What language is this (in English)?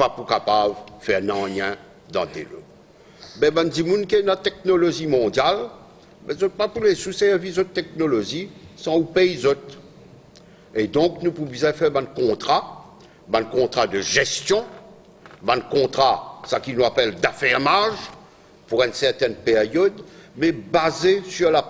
Morisyen